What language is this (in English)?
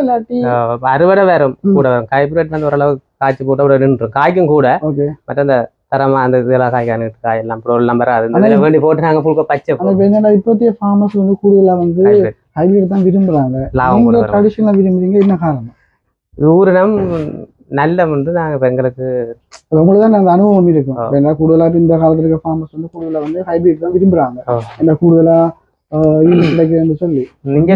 Tamil